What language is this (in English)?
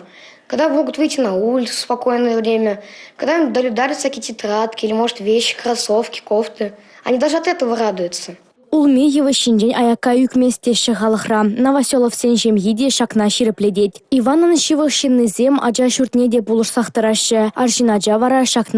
Chuvash